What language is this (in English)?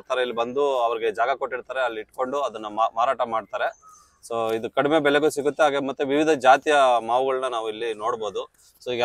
Kannada